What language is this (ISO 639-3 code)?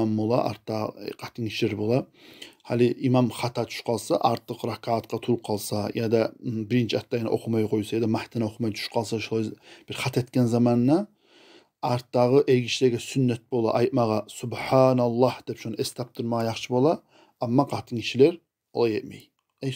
kum